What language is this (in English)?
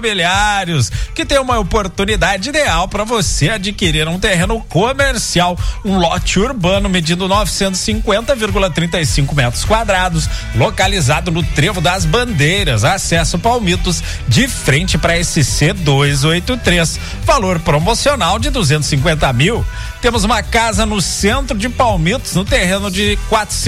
Portuguese